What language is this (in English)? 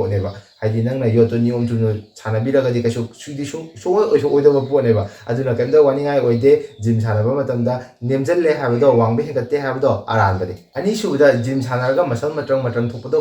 Manipuri